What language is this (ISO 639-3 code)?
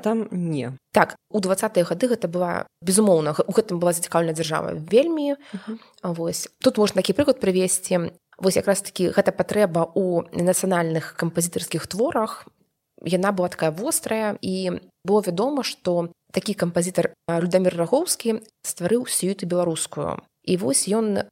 bel